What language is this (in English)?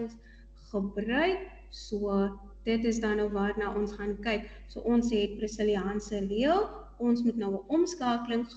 Afrikaans